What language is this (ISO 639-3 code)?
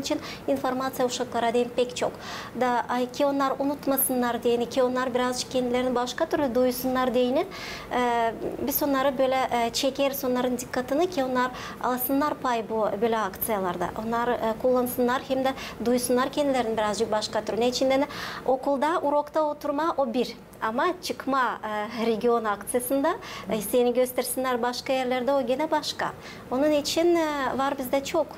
gag